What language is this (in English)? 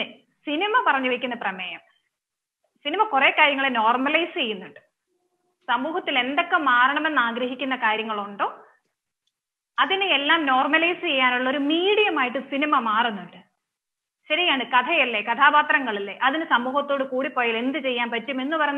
Malayalam